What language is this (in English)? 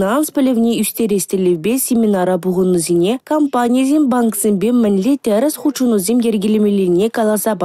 Chuvash